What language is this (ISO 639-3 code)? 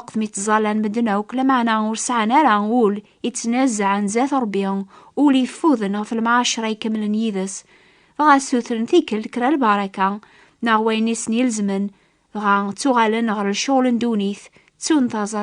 kab